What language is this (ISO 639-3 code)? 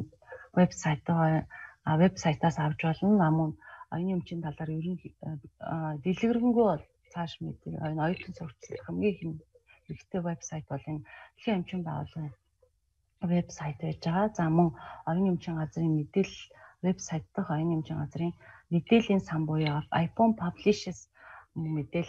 mon